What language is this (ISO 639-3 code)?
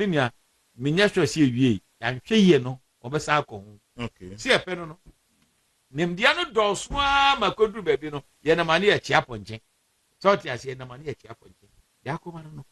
aka